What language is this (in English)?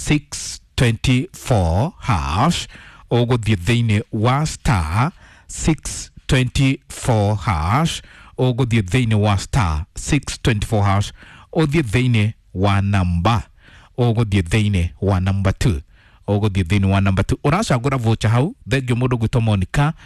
Kikuyu